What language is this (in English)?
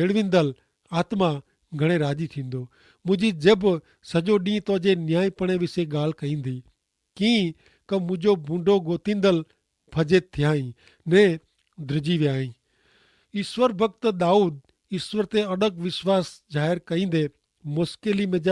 Kachhi